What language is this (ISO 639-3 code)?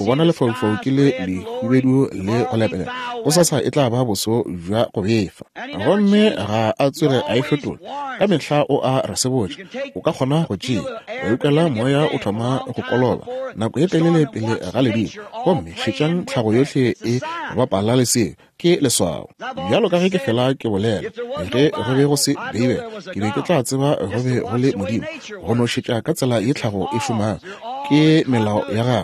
nso